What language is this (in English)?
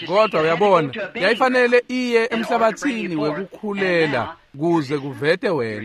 Swati